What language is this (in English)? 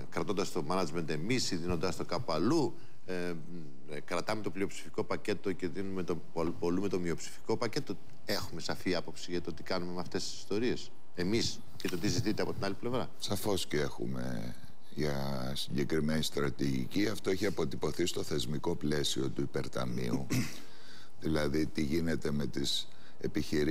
Greek